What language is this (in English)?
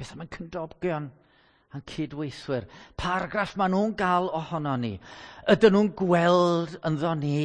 Welsh